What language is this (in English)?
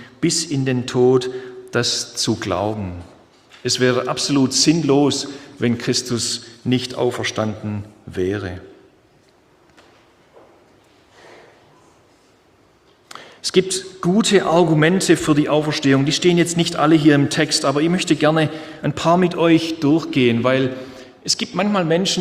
German